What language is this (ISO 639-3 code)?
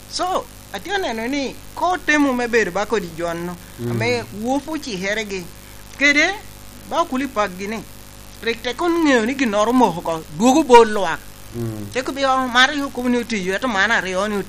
laj